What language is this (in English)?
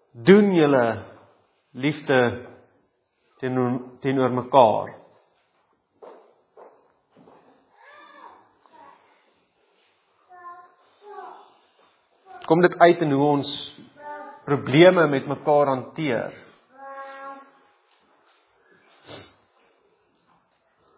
Afrikaans